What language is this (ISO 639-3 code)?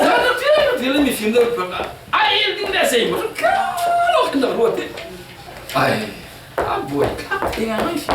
cfm